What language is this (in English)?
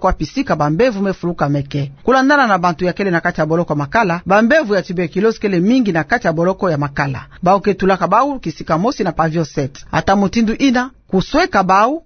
Kituba (Democratic Republic of Congo)